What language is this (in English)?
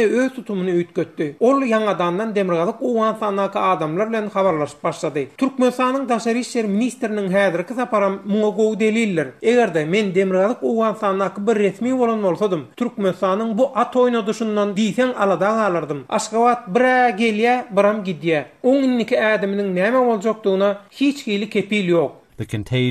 Turkmen